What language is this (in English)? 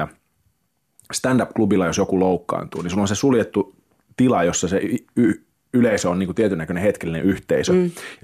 Finnish